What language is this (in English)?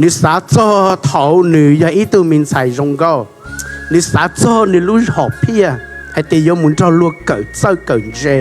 Hmong